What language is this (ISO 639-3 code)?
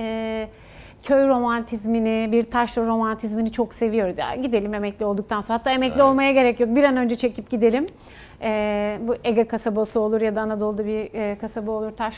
tur